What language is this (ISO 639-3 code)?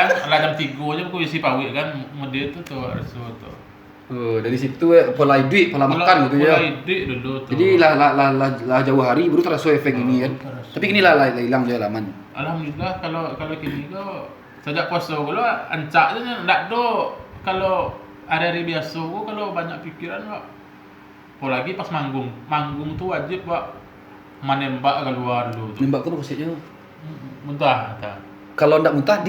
min